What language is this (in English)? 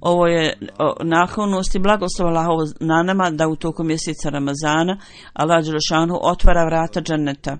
Bosnian